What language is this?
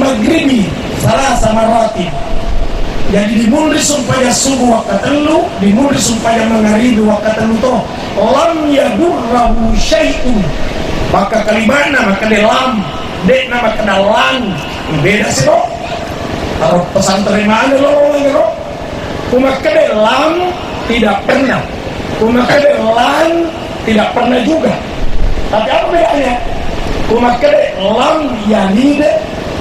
Buginese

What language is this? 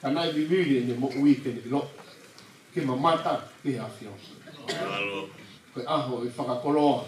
Tongan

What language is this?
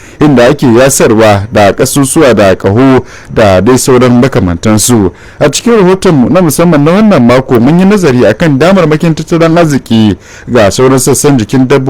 Hausa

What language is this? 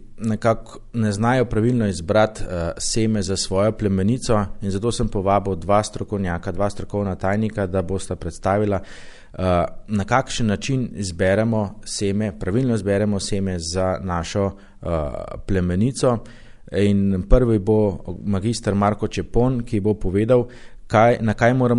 Slovenian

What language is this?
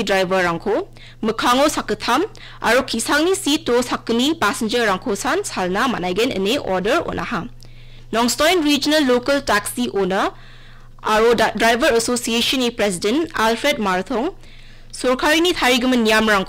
Garo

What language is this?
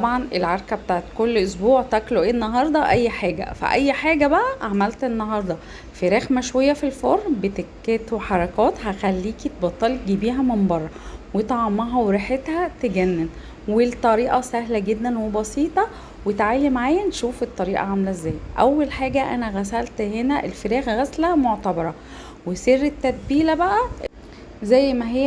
Egyptian Arabic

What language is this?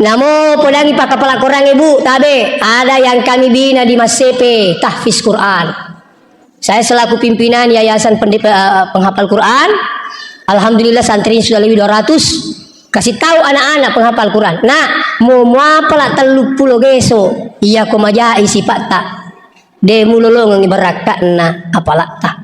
Buginese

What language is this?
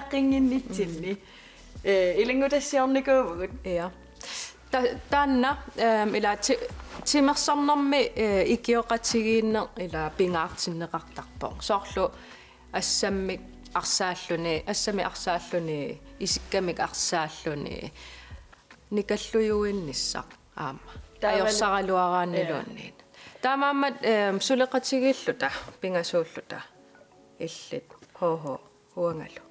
Kalaallisut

